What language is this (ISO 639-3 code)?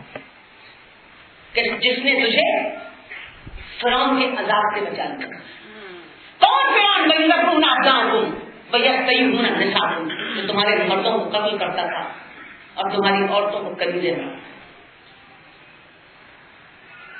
urd